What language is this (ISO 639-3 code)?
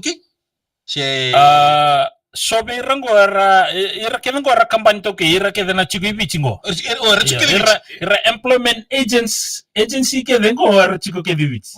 fij